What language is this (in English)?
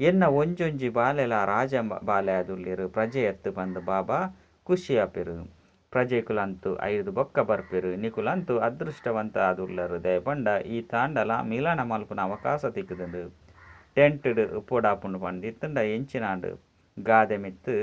Tulu